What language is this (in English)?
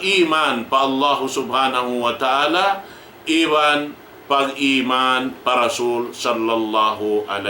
Tausug